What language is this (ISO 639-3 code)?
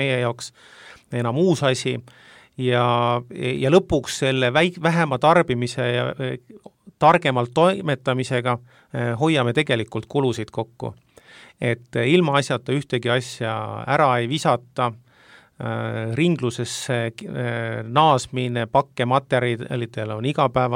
est